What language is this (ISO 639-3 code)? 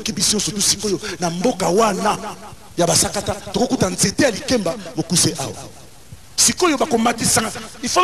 lin